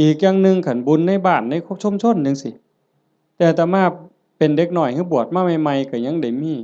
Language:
Northeastern Thai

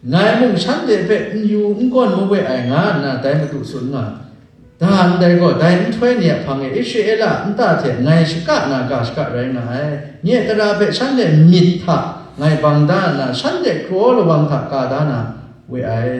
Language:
Kachin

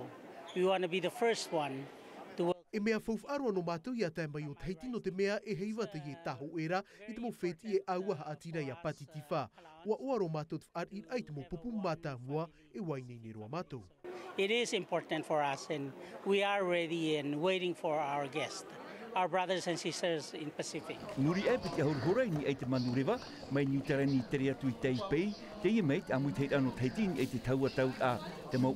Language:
Tahitian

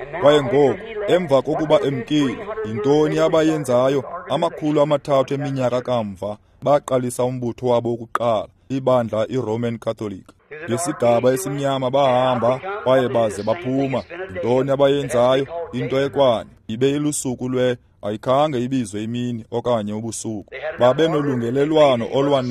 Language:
Xhosa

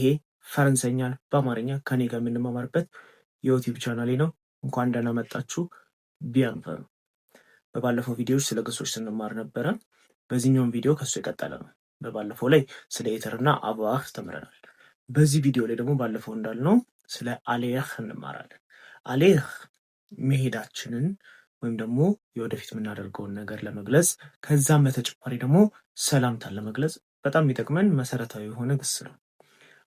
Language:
Amharic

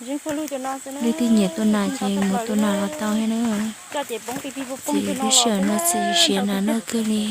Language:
Hmong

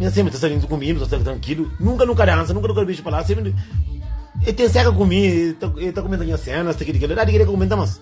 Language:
Kabuverdianu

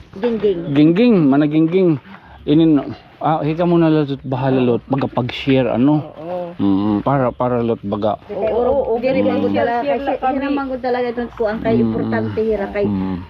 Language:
Waray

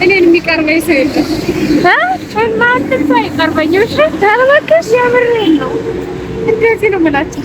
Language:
Amharic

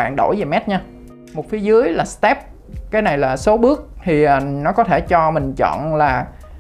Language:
Vietnamese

